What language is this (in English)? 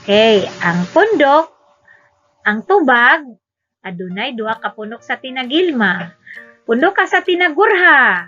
Cebuano